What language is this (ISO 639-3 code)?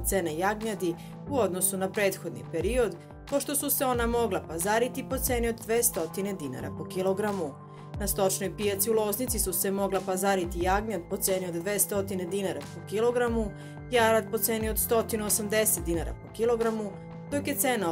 srp